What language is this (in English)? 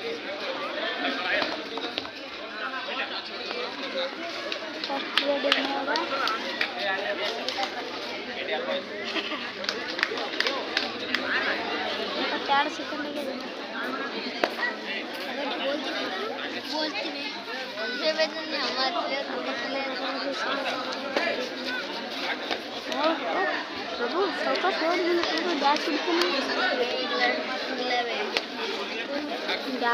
Kannada